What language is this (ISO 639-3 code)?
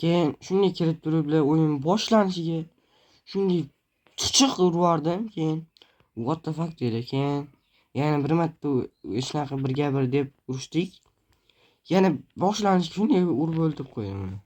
uzb